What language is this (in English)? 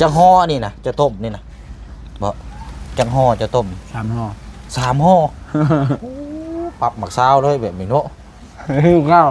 Lao